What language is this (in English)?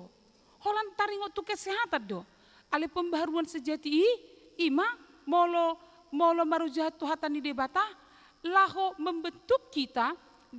Batak Toba